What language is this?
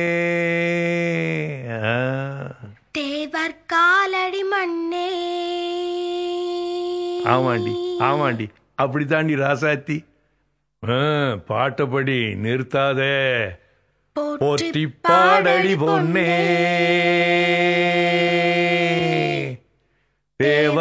Tamil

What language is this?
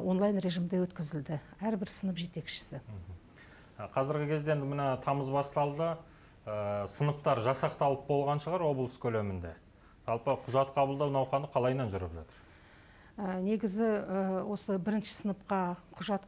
Kazakh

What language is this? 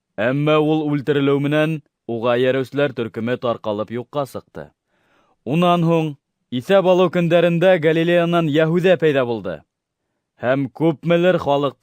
Bashkir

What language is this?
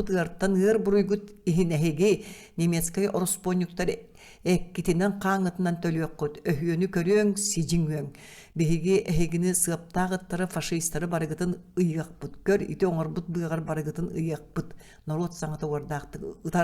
Yakut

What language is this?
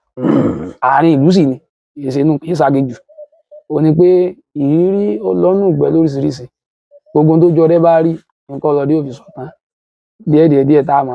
Yoruba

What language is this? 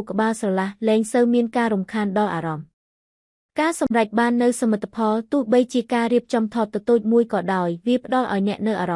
Khmer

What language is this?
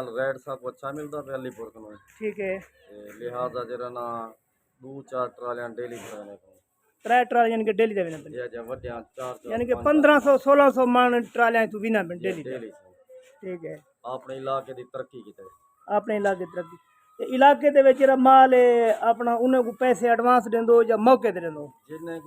Saraiki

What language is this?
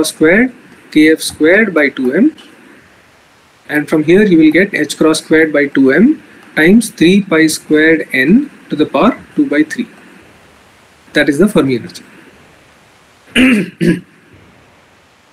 English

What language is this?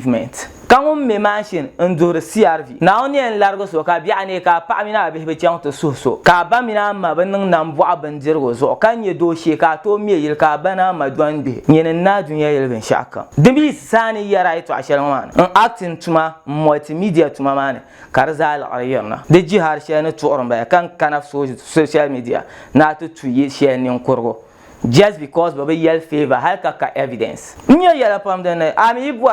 Dagbani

